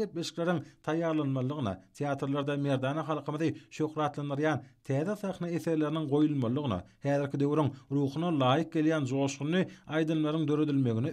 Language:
Turkmen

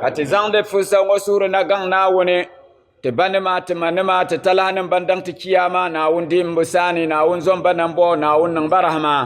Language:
Dagbani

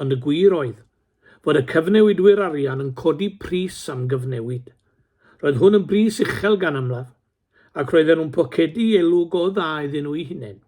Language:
Welsh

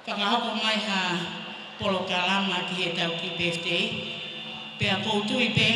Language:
Tongan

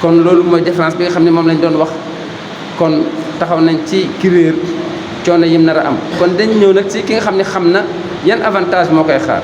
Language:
Wolof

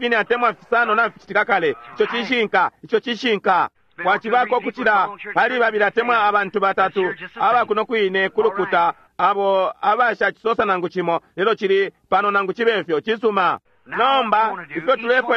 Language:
Bemba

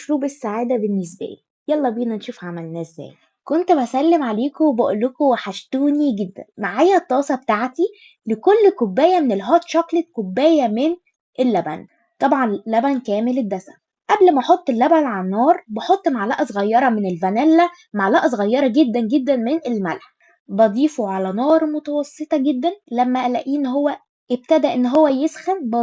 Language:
Egyptian Arabic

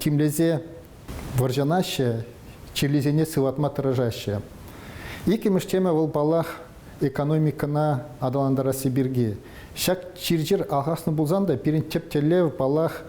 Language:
Chuvash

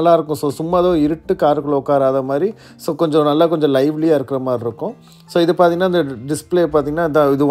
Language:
Tamil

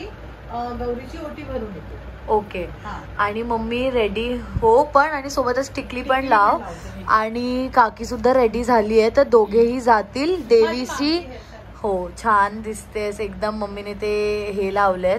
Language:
Marathi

